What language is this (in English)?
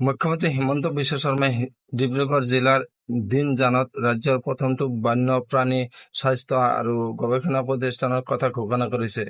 Assamese